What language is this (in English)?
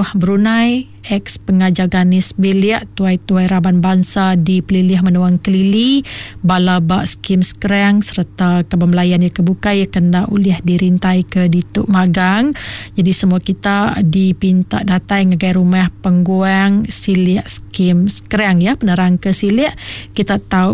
Iban